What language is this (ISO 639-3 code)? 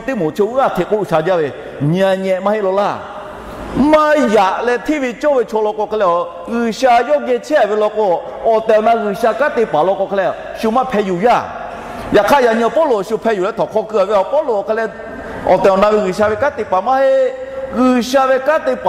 lhu